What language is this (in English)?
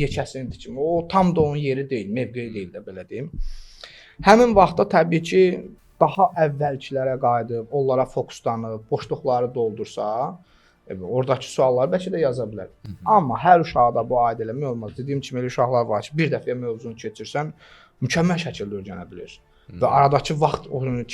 Azerbaijani